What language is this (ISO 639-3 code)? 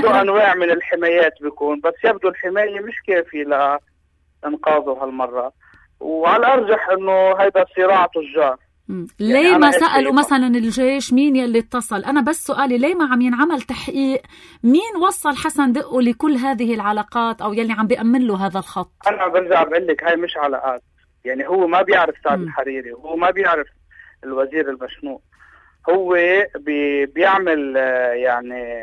apc